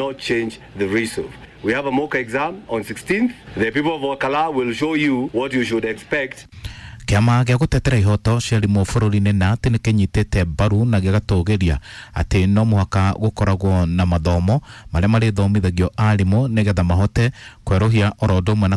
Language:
Kikuyu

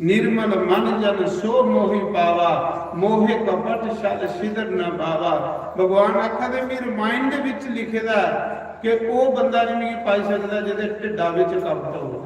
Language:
Dogri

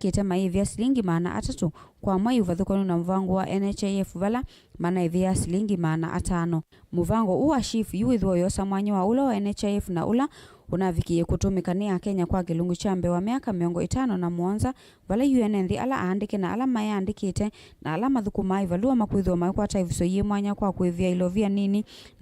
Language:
Kamba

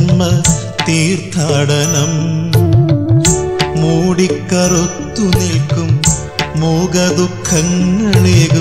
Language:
Malayalam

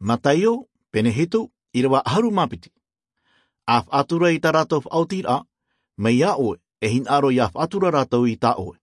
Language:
Tahitian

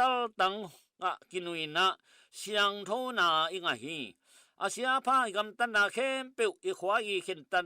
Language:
Tedim Chin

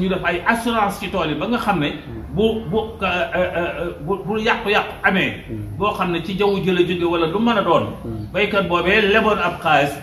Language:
Wolof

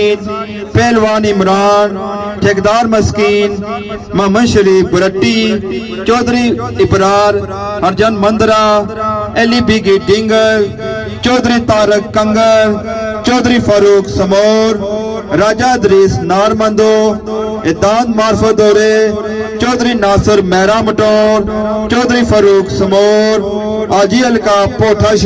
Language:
Pahari-Potwari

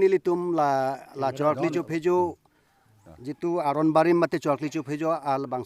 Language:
Karbi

